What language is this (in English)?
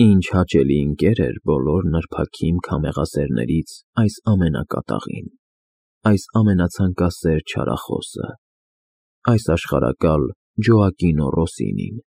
Armenian